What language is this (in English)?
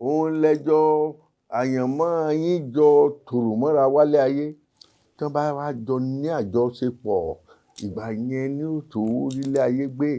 Yoruba